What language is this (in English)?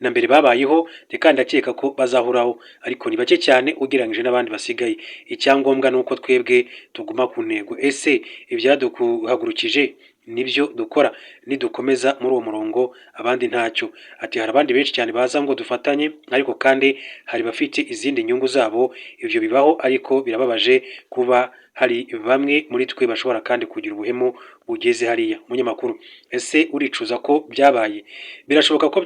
Kinyarwanda